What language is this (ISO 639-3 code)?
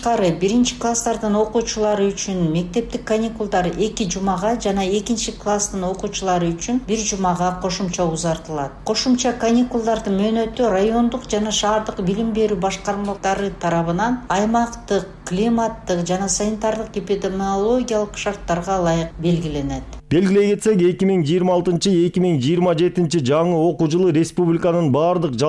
kir